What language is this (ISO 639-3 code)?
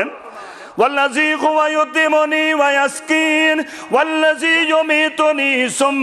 kas